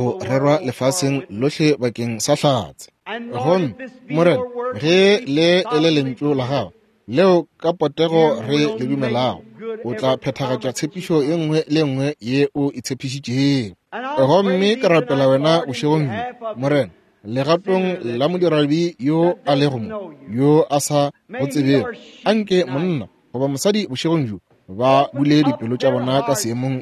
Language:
Northern Sotho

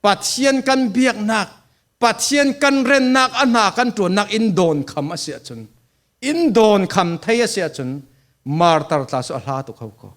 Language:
Falam Chin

